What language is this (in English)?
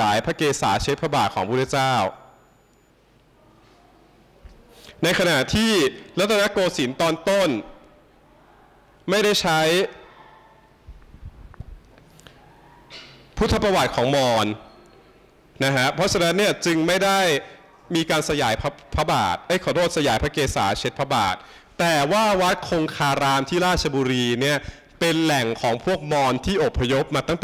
Thai